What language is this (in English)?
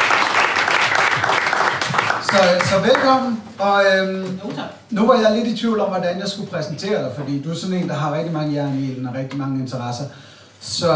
Danish